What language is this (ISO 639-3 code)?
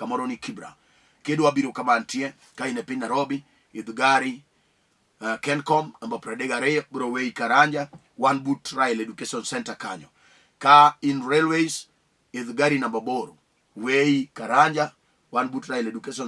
luo